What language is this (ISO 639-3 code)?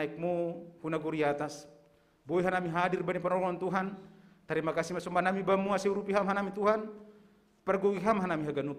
bts